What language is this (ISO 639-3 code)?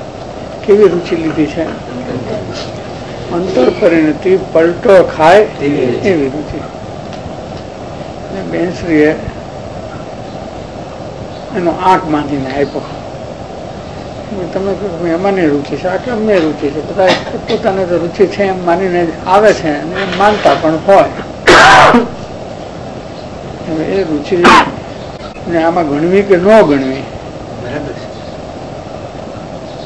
guj